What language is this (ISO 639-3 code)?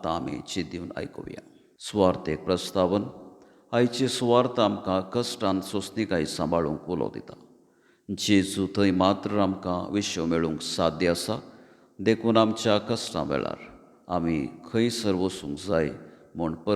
kok